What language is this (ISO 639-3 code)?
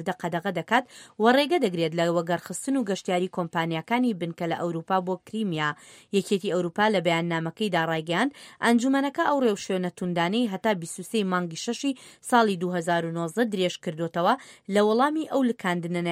ckb